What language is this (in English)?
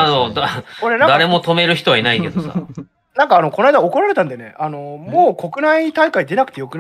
Japanese